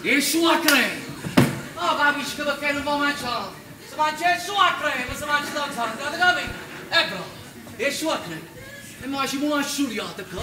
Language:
Neapolitan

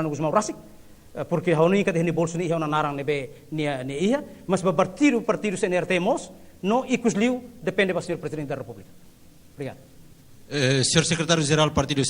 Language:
Tetum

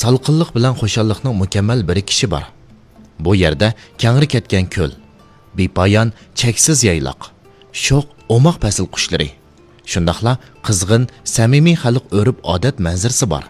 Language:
Uyghur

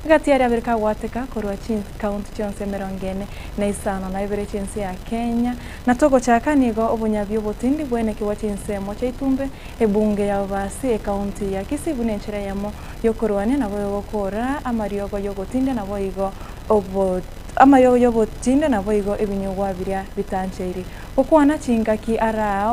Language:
Gusii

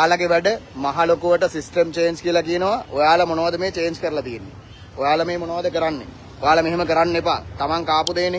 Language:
Sinhala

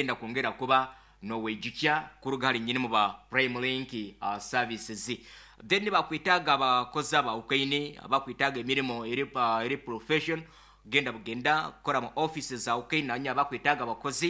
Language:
Nyankole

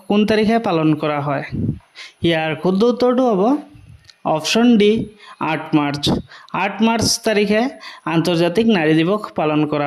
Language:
Assamese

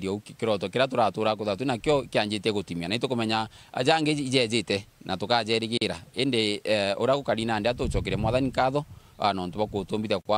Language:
Meru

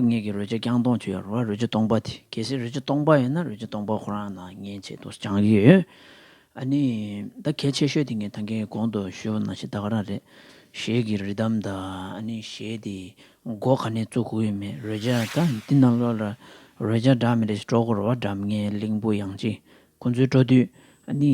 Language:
Tibetan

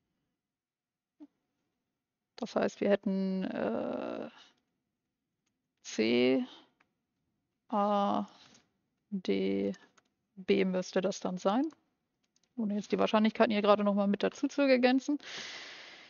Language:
German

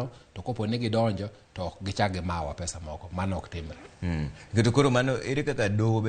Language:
Luo (Kenya and Tanzania)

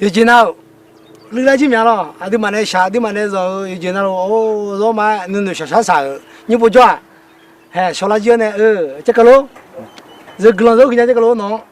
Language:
Akha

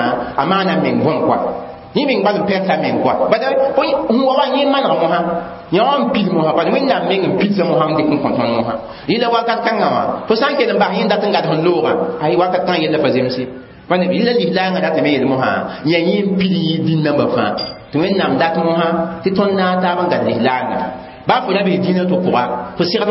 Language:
Mossi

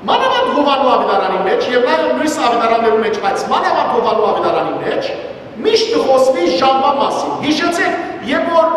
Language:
Western Armenian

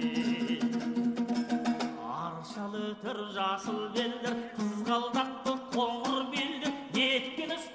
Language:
Kazakh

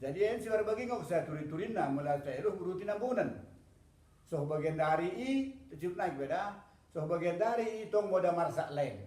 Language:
Batak Dairi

